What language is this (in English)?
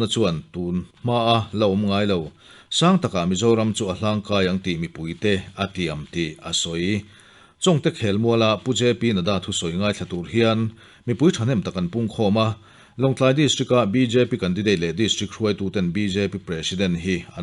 Mizo